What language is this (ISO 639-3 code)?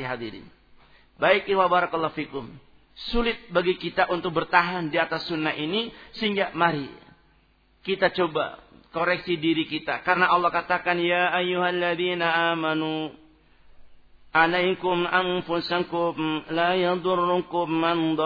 ind